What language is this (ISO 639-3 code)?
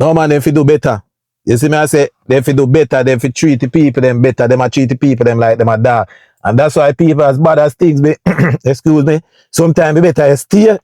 jam